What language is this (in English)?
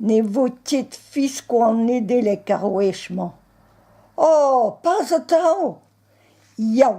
Breton